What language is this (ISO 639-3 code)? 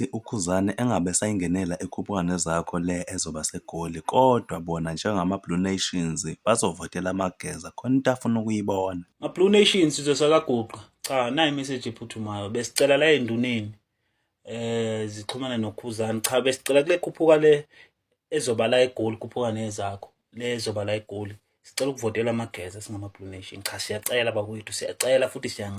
zul